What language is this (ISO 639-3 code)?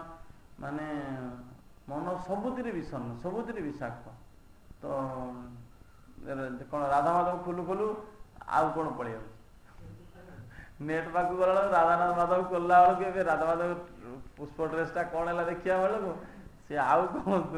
ori